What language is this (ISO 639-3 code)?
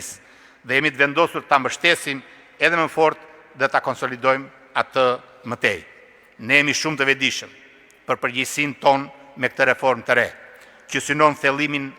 sqi